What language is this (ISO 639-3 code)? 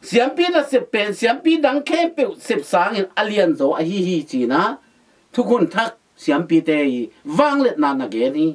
ctd